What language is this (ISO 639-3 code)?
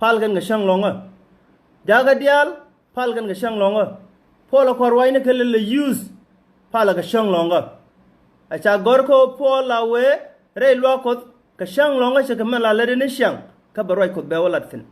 nus